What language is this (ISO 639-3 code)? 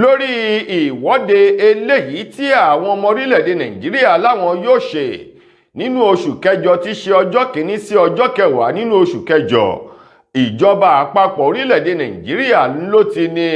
yor